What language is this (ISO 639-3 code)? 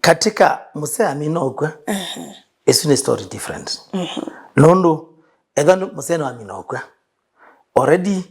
kam